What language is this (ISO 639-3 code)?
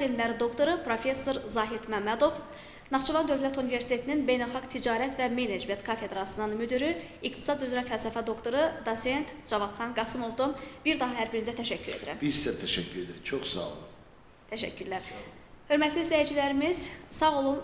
aze